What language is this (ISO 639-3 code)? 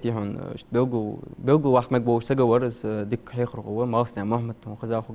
inh